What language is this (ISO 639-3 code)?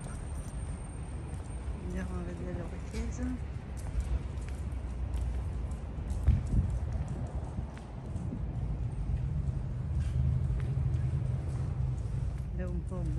ita